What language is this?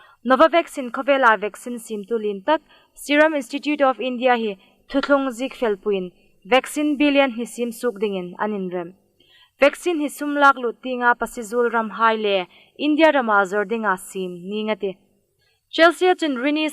Hmar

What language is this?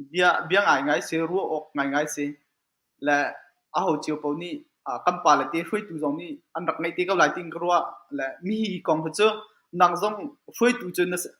Hakha Chin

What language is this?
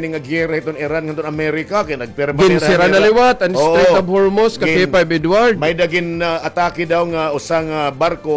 Waray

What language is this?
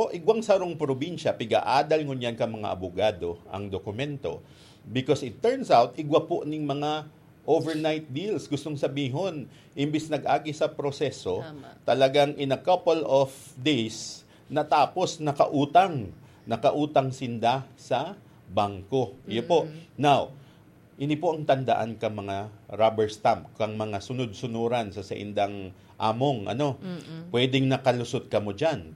Bikol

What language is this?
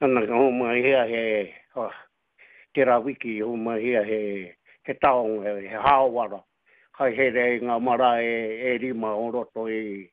Māori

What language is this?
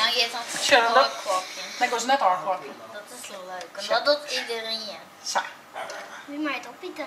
Western Frisian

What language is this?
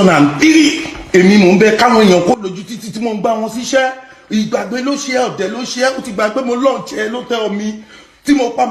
Yoruba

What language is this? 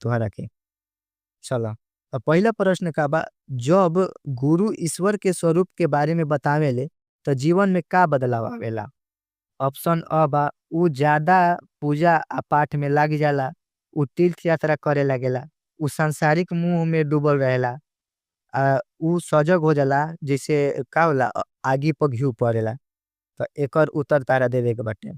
Bhojpuri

